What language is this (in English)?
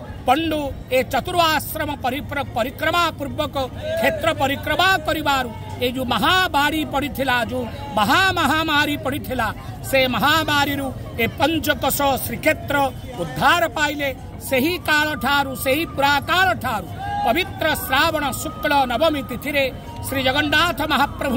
Odia